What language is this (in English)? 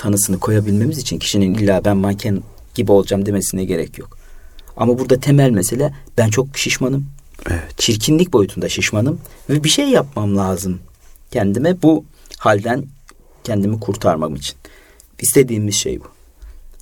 Turkish